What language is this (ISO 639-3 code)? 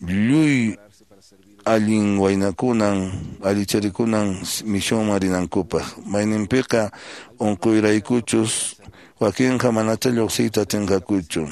que